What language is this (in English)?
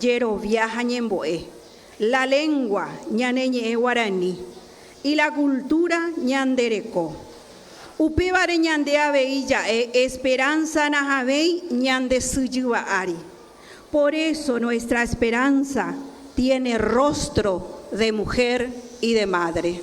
Guarani